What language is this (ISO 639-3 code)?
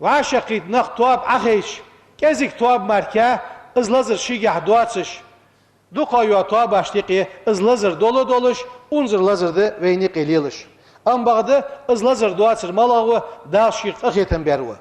inh